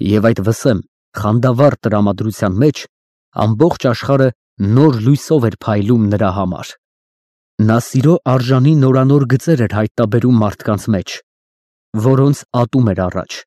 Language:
Armenian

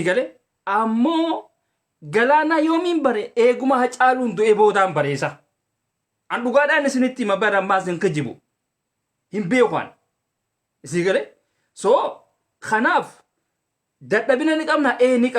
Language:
Oromo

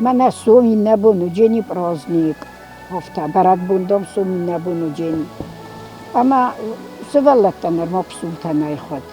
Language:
Ossetic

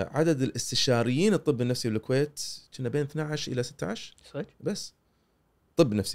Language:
Gulf Arabic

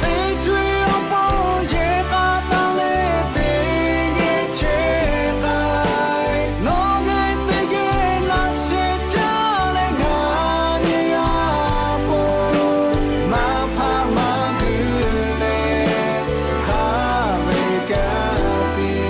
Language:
Lahu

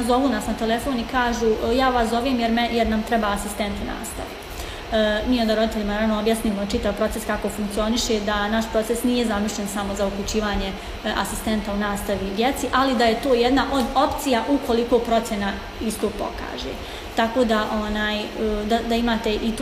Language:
Bosnian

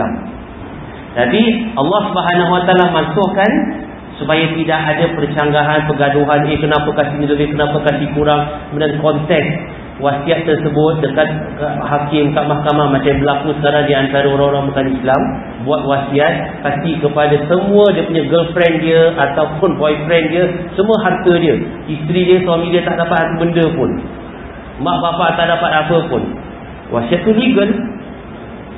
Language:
Malay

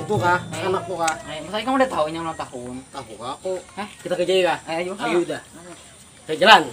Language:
Banjar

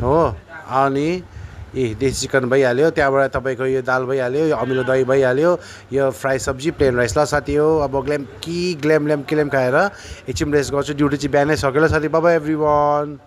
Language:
Nepali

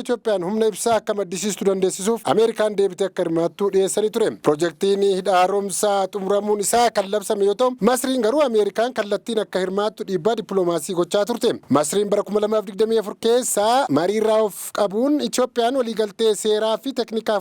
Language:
Oromo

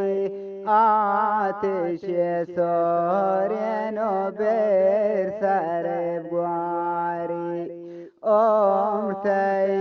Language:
Eastern Balochi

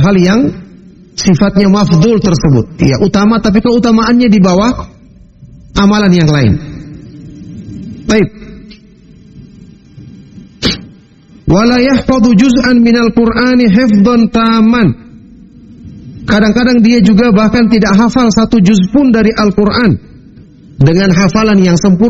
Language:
Indonesian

